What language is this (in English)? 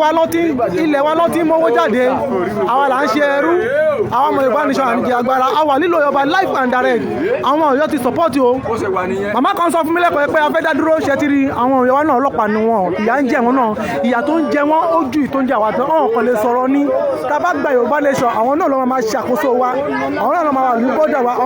Yoruba